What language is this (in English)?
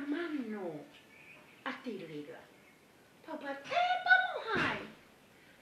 Tongan